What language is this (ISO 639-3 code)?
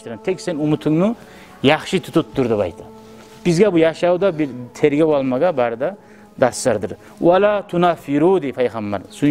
kum